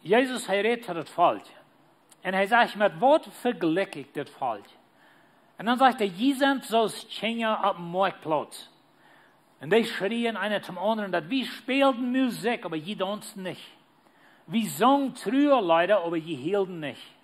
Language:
Plautdietsch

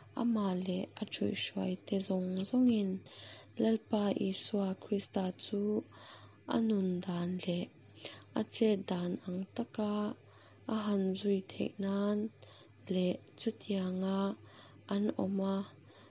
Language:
Mizo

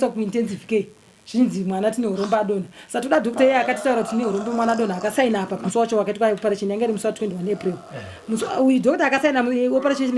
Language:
Shona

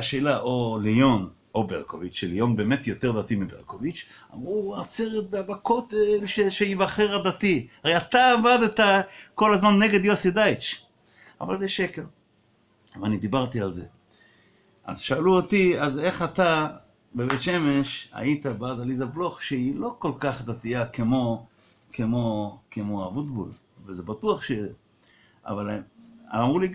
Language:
Hebrew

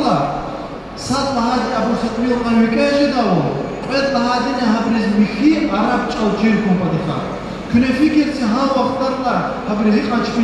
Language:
Lezghian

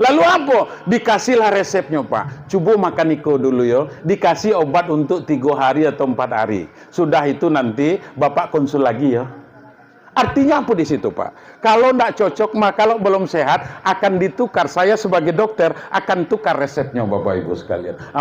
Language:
Minangkabau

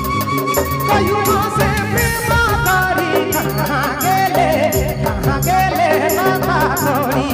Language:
Sadri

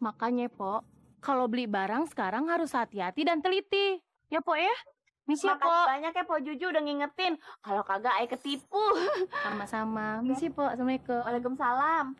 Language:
Betawi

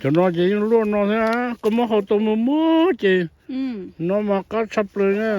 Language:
Hmong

